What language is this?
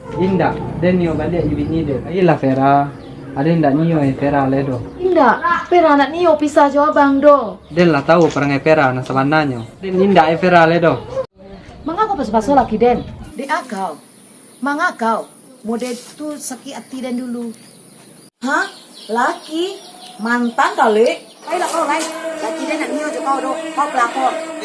Minangkabau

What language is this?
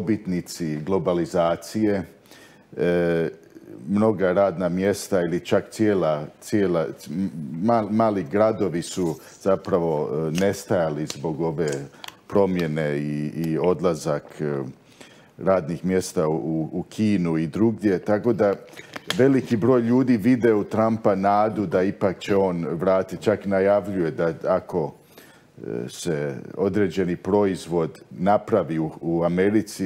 Croatian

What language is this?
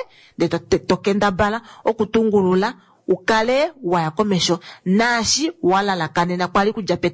Kuanyama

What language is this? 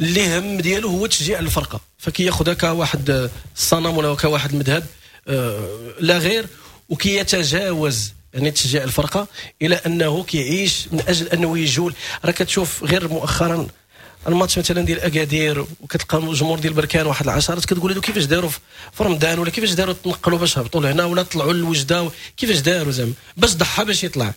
Moroccan Arabic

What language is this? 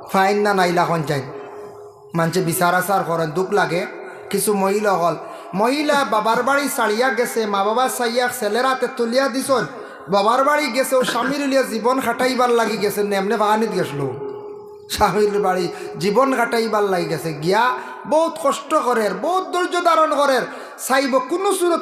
Sylheti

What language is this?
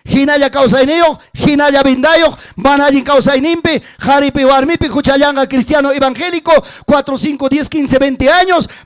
Ayacucho Quechua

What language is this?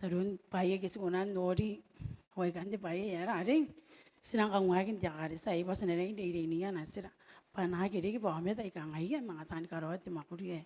Gilbertese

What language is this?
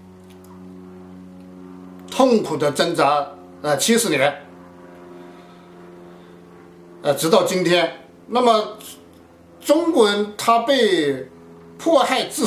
Chinese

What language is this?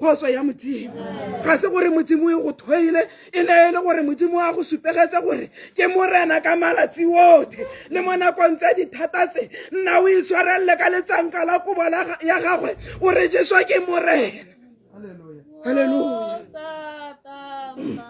Tswana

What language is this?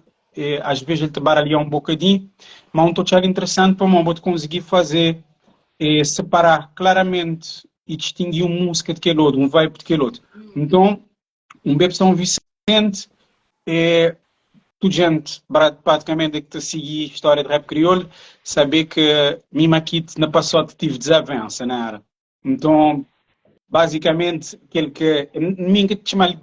Kabuverdianu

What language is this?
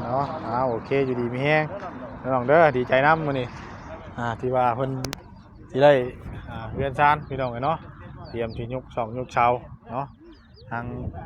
Northeastern Thai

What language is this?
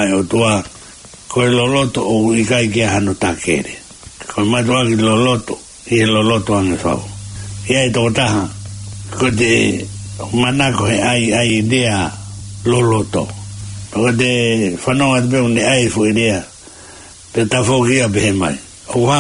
Tongan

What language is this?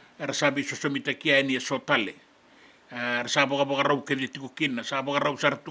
Fijian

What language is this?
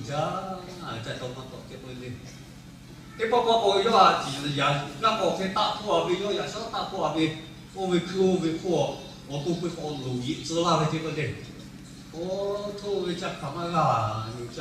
Lahu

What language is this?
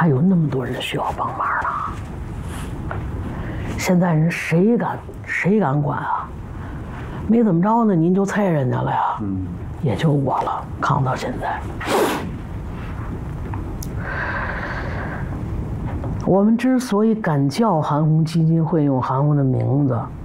Chinese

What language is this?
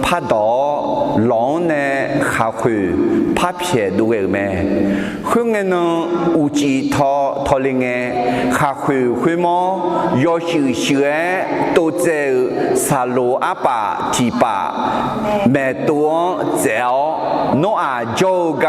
Akha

